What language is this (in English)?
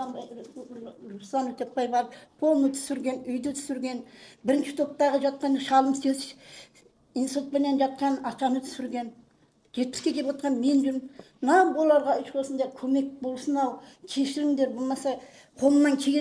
Kazakh